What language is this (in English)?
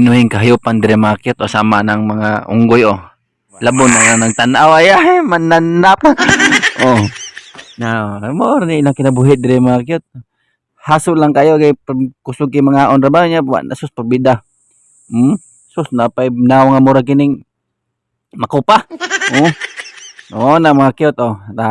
Cebuano